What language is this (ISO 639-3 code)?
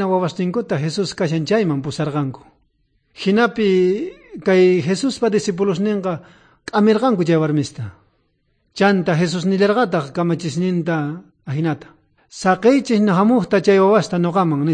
quh